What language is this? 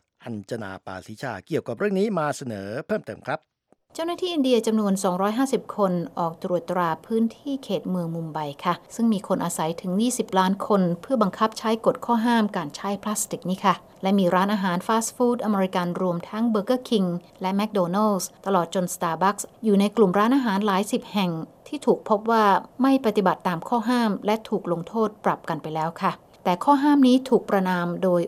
Thai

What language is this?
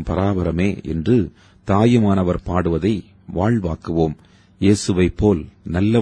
Tamil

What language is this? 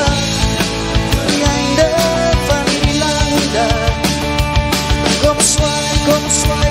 Afrikaans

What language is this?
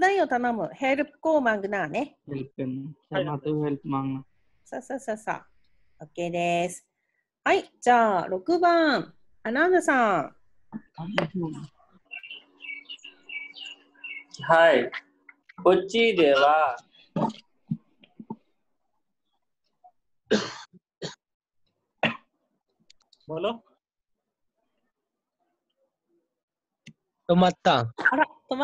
Japanese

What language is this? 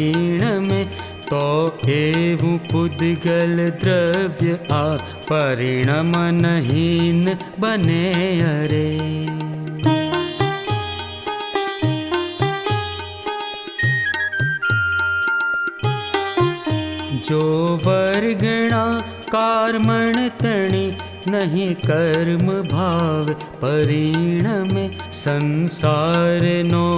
Gujarati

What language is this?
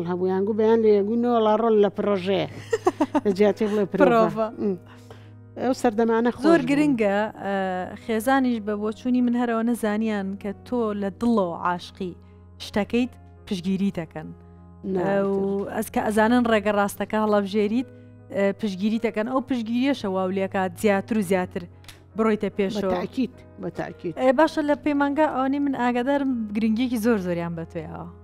Central Kurdish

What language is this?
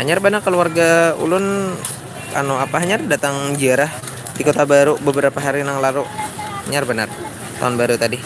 Banjar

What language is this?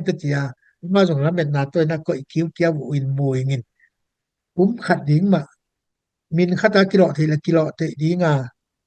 Tedim Chin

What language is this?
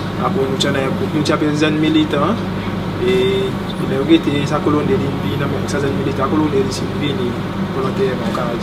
Seselwa Creole French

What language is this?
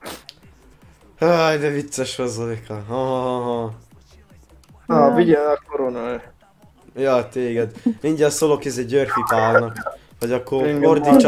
Hungarian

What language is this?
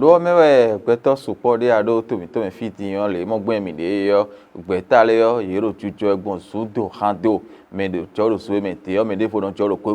Fon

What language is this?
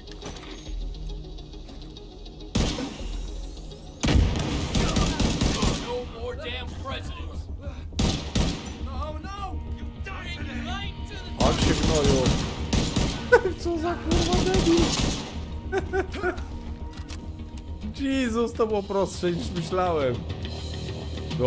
Polish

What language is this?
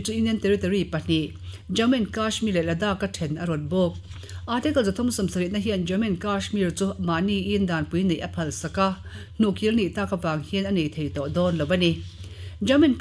Mizo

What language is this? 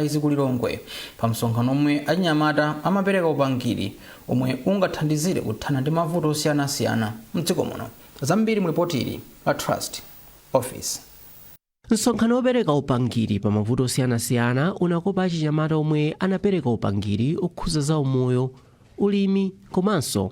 Nyanja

